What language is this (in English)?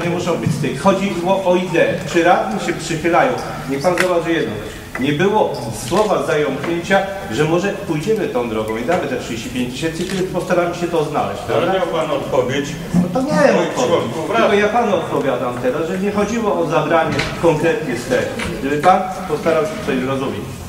Polish